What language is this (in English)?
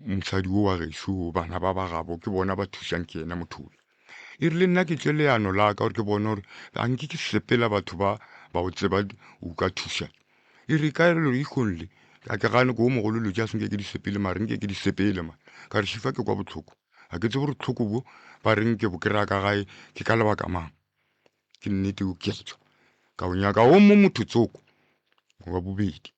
Northern Sotho